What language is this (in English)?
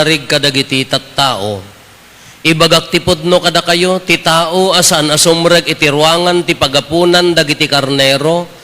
Iloko